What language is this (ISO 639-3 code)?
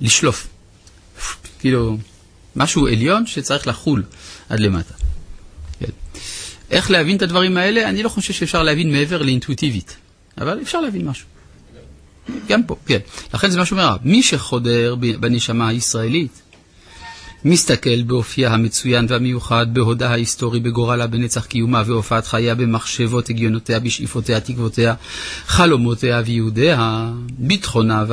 heb